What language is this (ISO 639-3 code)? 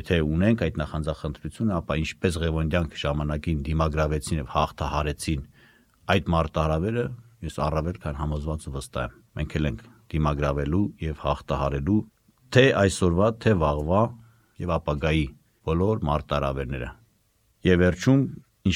hye